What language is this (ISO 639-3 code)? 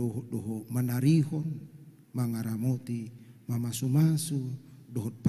bbc